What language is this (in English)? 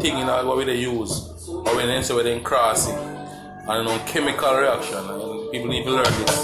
Jamaican Creole English